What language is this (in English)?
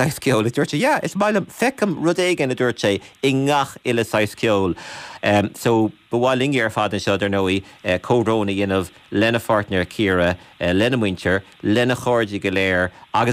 Irish